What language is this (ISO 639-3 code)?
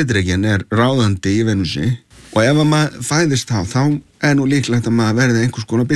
isl